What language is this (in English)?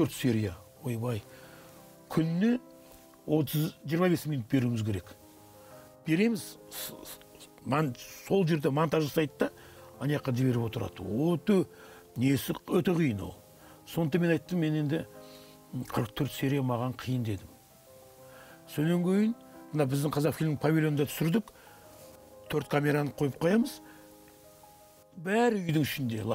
Kazakh